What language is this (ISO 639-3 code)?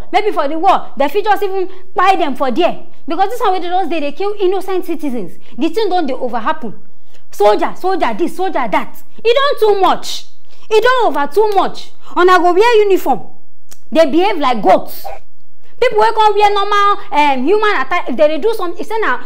pcm